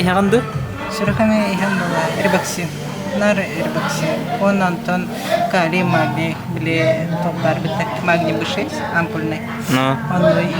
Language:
Yakut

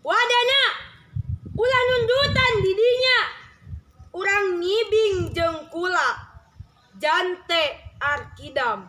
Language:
Sundanese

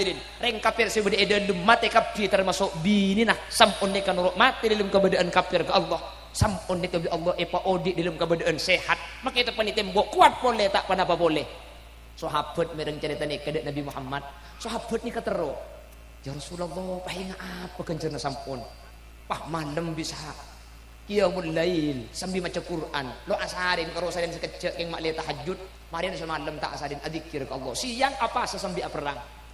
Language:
Madurese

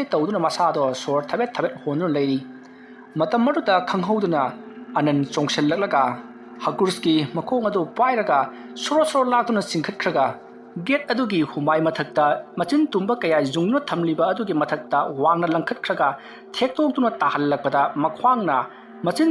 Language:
Manipuri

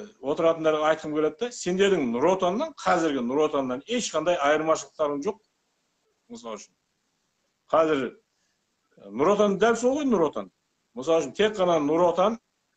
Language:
Kazakh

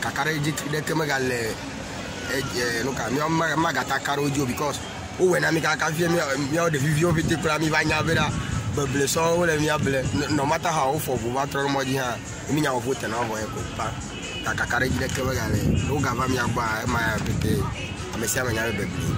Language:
Ewe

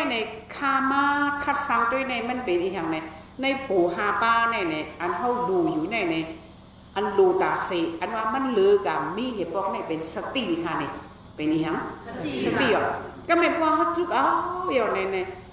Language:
Shan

